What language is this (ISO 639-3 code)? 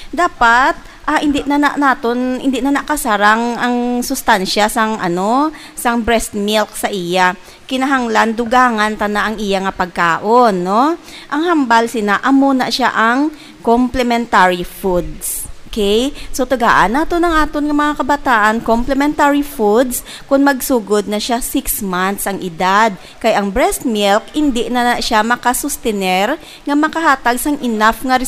hil